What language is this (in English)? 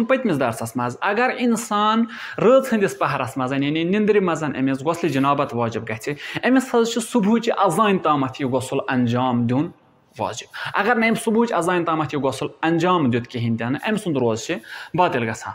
Kashmiri